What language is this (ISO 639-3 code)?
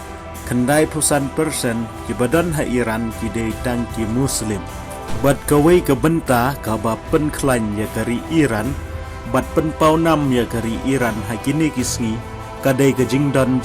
kha